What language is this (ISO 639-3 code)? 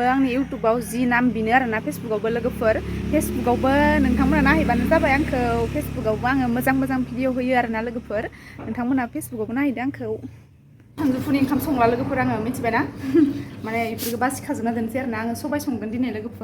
brx